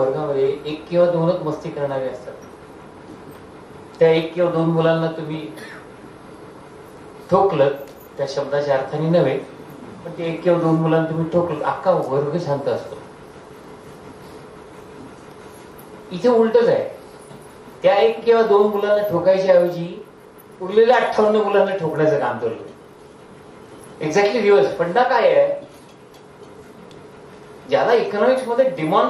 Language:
Marathi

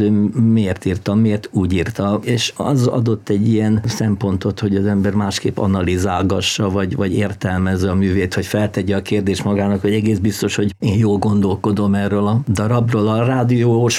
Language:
Hungarian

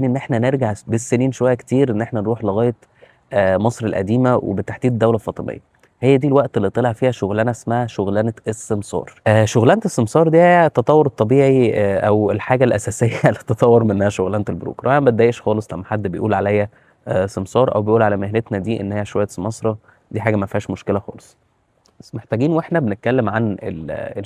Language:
Egyptian Arabic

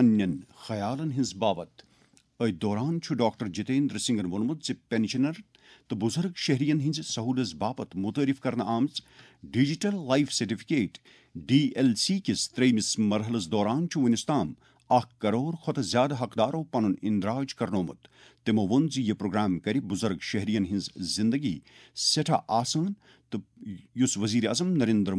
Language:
Kashmiri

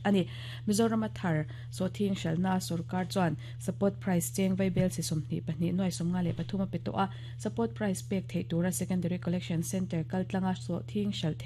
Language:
Mizo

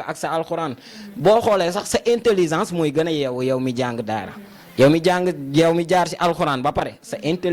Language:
Wolof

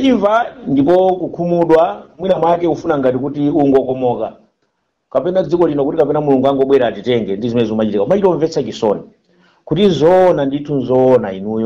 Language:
Nyanja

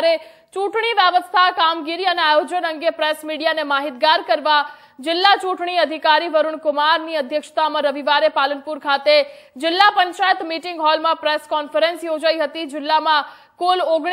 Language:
Gujarati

